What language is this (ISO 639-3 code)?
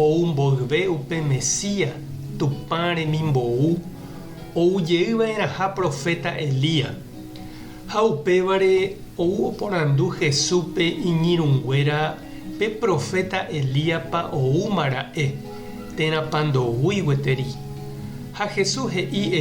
grn